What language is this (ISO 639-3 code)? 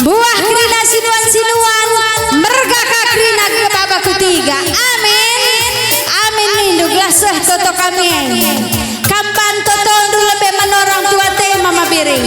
btx